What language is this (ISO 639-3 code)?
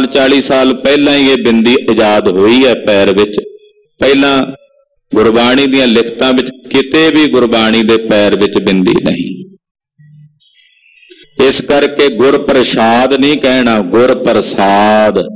pan